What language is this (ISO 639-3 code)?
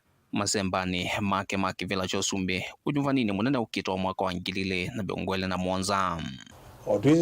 kam